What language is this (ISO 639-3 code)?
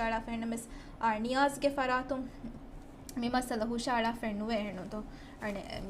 div